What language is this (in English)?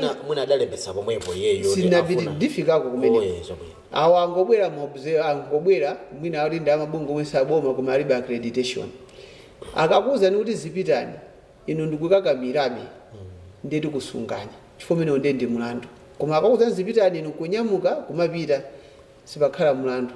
Nyanja